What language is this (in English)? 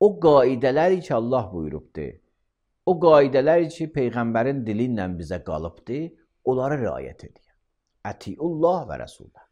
Azerbaijani